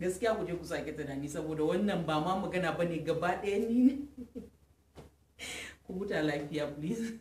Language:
Hausa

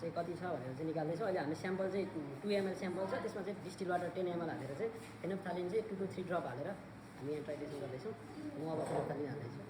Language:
Nepali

